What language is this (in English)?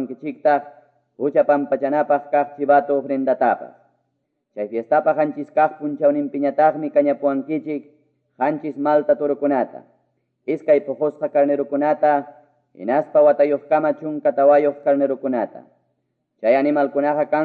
Quechua